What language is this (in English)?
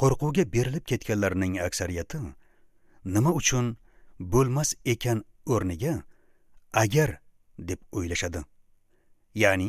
Uzbek